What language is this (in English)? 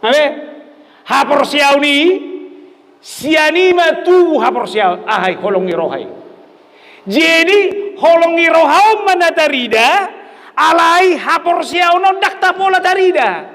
Batak Toba